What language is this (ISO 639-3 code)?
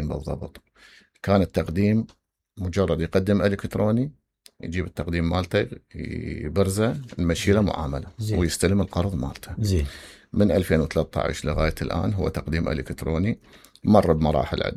acm